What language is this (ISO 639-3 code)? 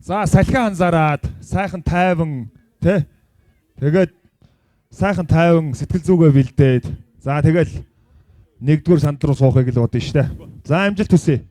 mon